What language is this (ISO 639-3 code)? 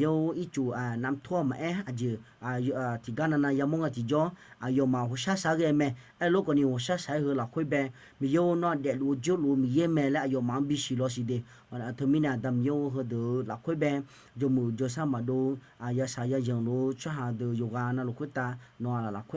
ahk